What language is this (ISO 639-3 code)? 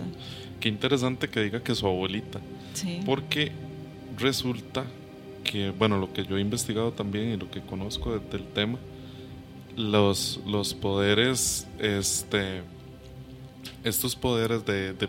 spa